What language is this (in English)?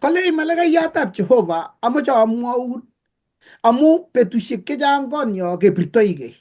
Kalenjin